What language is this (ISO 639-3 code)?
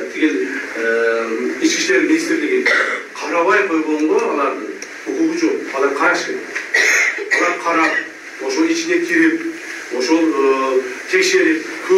kir